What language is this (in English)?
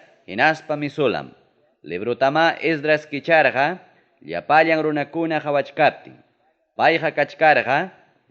Ayacucho Quechua